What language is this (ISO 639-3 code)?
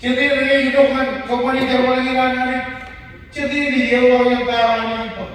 mah